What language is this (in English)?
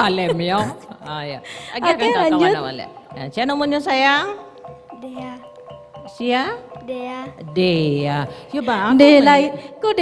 Minangkabau